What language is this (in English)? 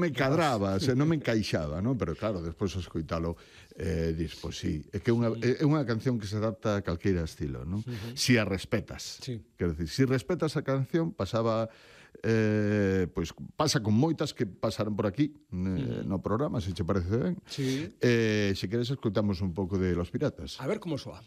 Galician